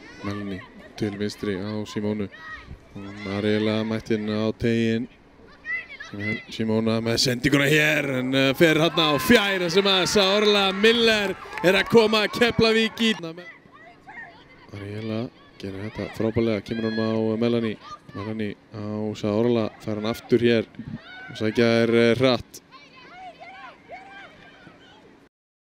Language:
Icelandic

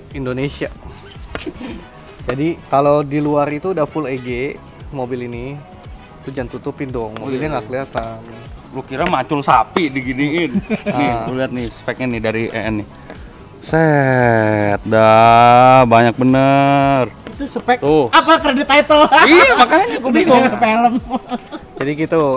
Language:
Indonesian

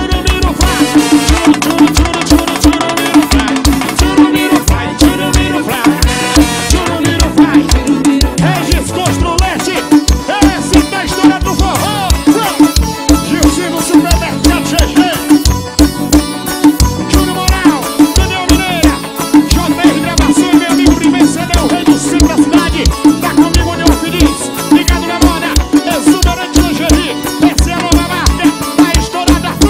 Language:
Portuguese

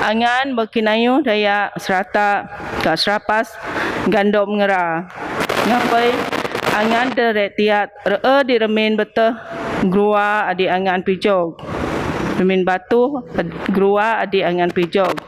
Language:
Biatah Bidayuh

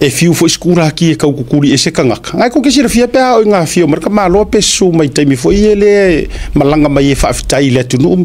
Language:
Samoan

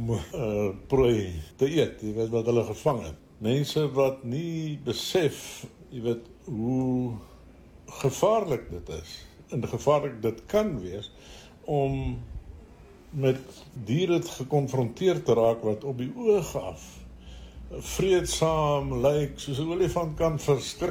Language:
Afrikaans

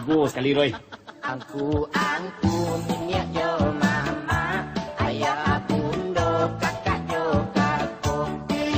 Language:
Minangkabau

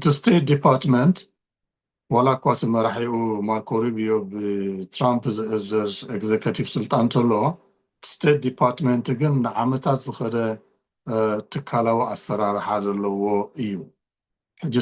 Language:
Tigrinya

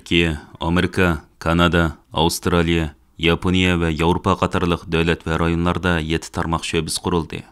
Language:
Uyghur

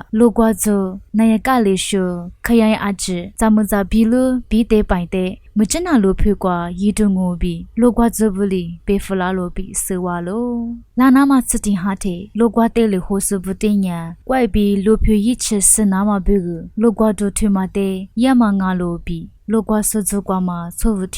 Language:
Lisu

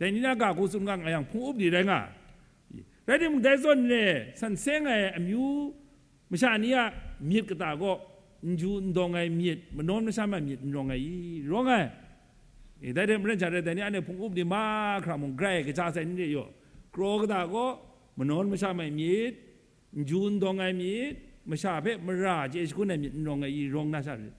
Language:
Kachin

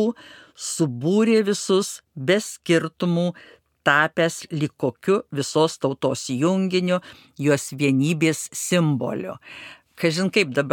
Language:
Lithuanian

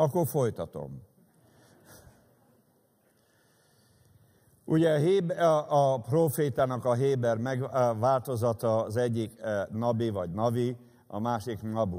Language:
Hungarian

